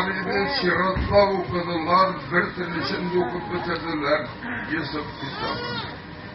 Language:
Tatar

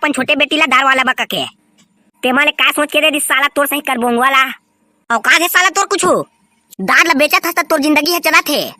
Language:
Chhattisgarhi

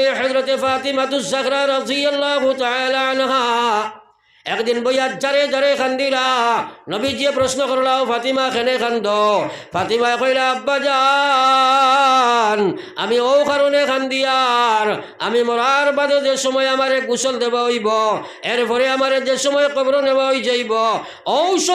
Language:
Sylheti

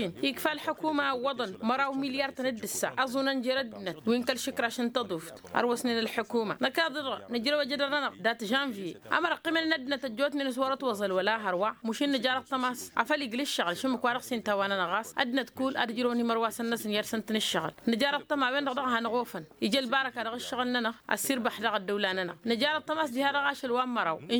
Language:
Tamasheq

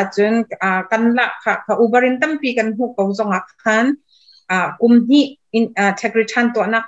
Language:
Hakha Chin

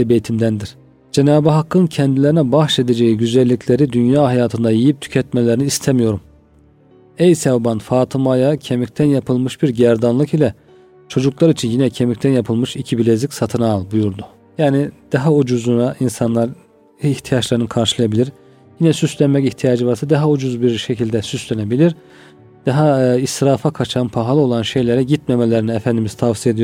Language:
Turkish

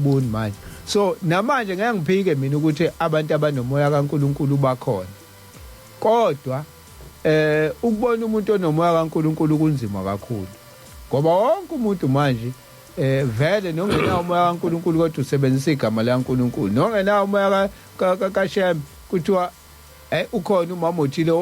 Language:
Zulu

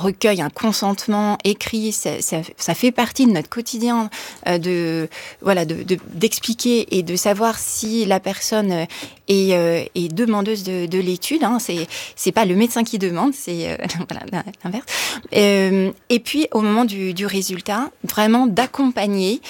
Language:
French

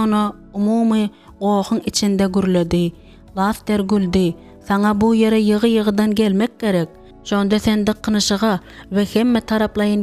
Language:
Turkmen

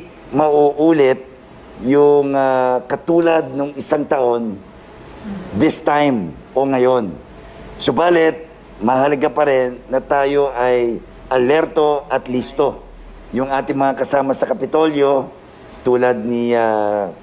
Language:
Filipino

